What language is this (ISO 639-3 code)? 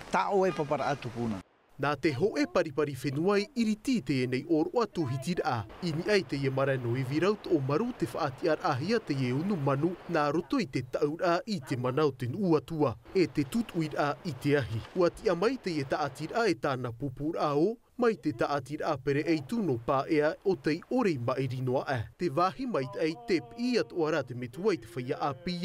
tah